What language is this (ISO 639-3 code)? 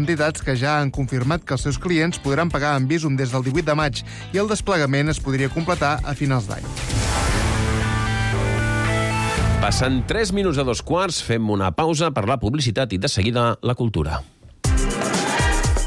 cat